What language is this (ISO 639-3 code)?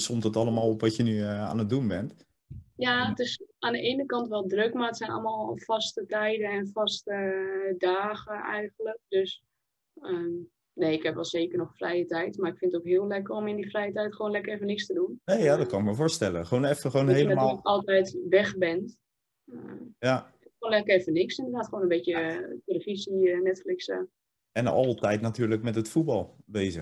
nld